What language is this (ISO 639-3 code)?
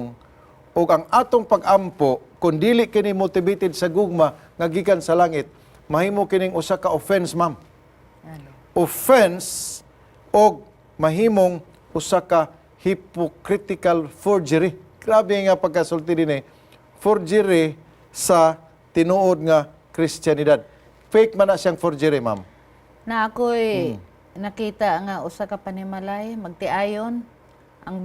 ceb